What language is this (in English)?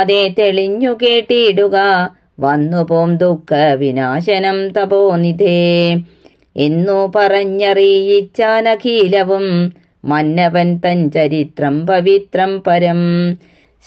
Malayalam